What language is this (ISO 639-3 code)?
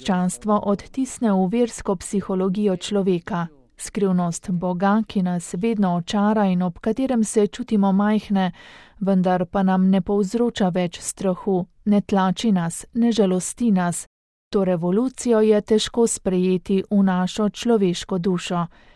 slv